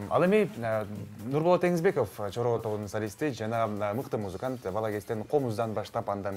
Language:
Kyrgyz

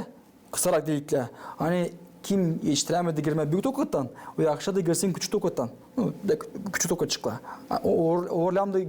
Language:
Gagauz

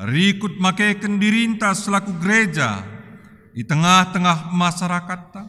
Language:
Batak Karo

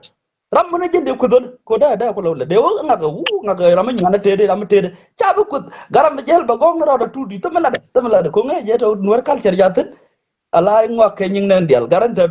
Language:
Nuer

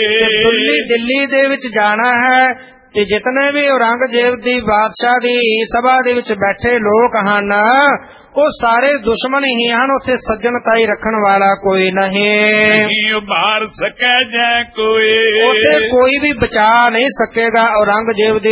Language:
Punjabi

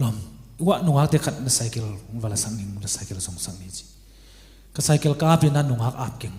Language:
Tedim Chin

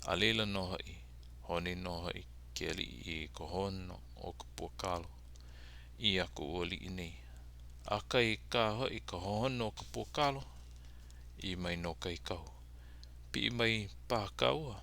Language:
Hawaiian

